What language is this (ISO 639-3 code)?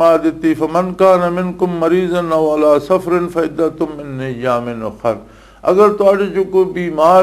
lah